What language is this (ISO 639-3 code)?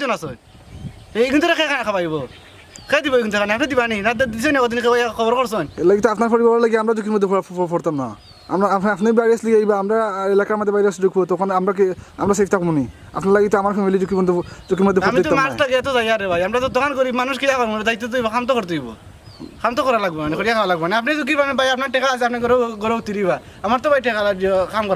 syl